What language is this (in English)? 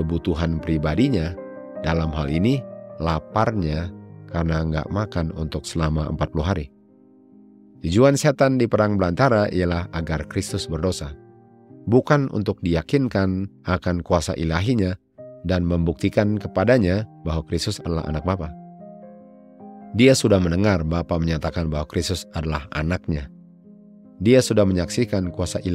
Indonesian